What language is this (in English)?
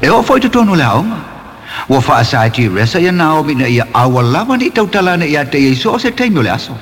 Samoan